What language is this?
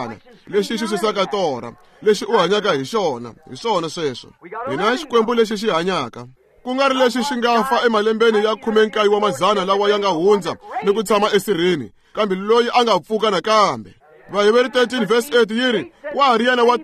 Tsonga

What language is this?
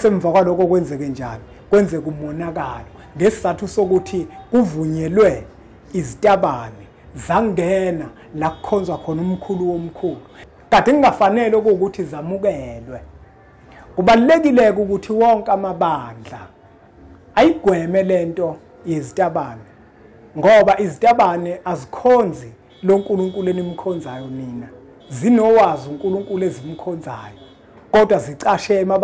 Zulu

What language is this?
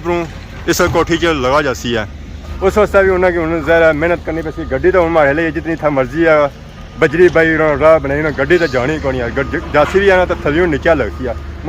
Pahari-Potwari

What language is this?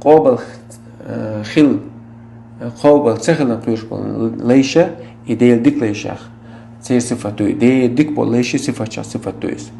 Chechen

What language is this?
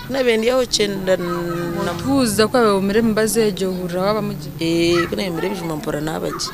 Nyankole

